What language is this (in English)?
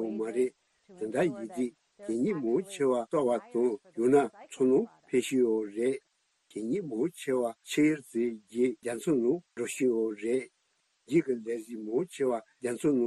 Tibetan